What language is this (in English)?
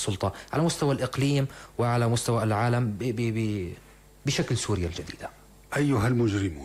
North Levantine Arabic